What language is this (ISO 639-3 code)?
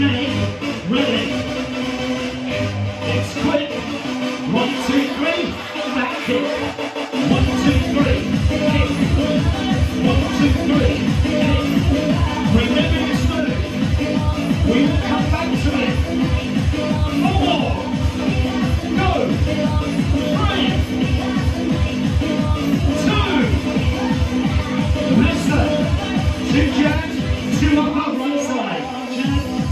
eng